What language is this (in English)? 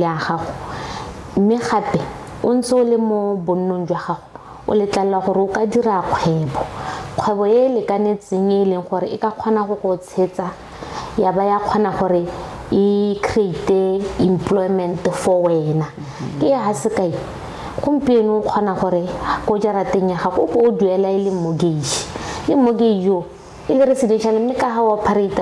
Tswana